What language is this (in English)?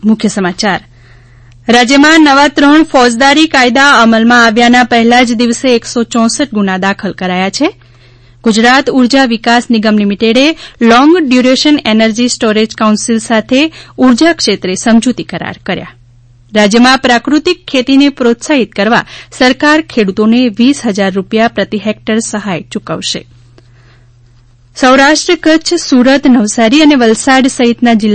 Gujarati